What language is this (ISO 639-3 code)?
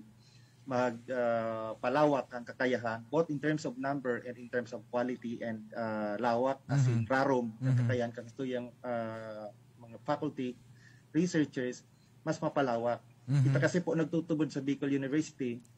bik